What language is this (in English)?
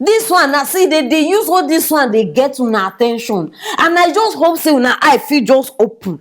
Nigerian Pidgin